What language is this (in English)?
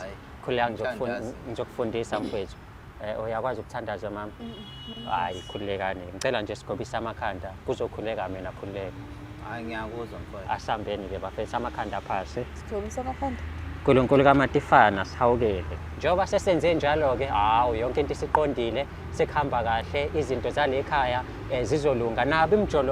Zulu